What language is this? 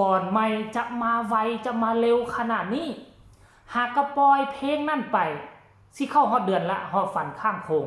Northeastern Thai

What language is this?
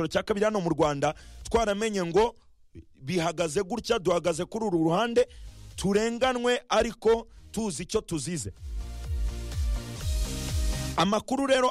Kinyarwanda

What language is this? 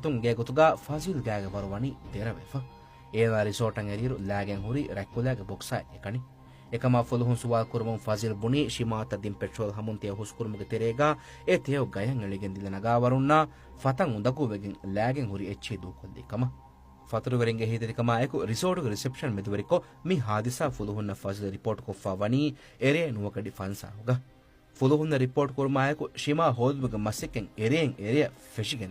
Divehi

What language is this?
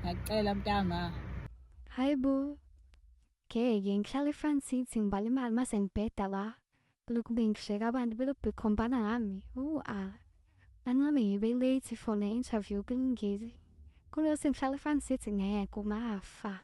Zulu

